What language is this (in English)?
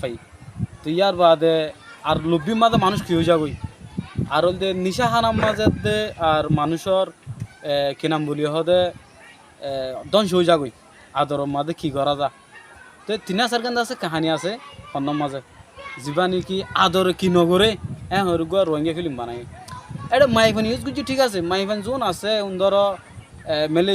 Rohingya